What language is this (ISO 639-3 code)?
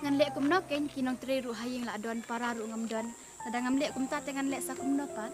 kha